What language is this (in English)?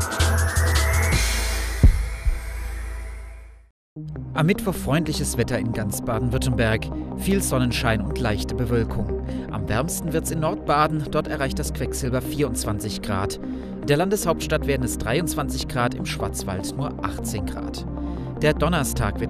German